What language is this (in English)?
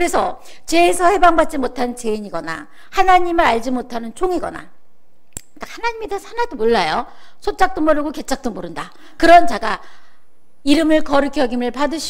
Korean